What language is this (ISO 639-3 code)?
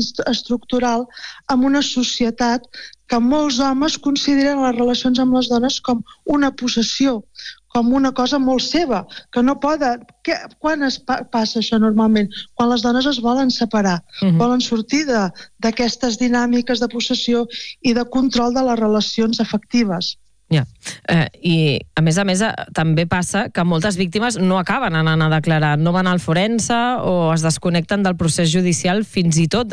cat